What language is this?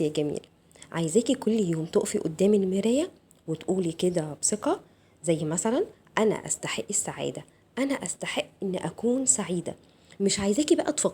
Egyptian Arabic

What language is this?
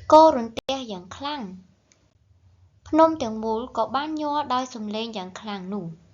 Khmer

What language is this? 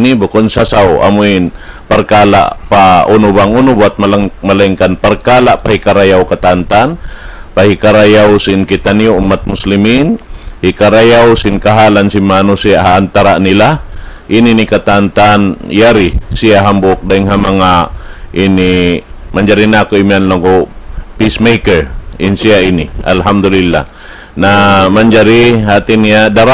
Tausug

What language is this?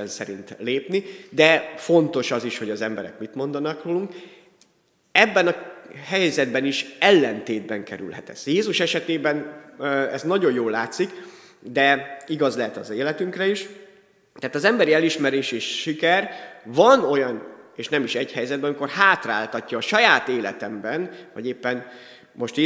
Hungarian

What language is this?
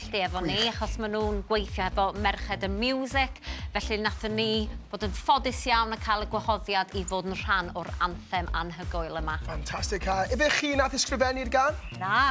Welsh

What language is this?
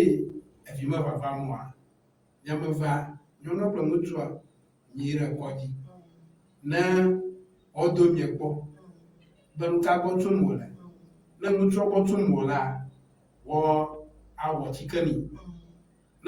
Ewe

